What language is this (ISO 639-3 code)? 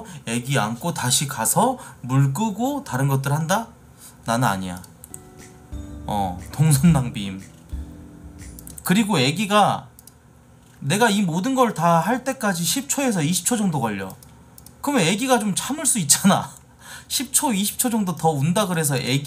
kor